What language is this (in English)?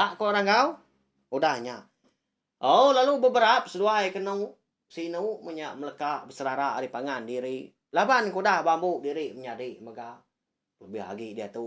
Iban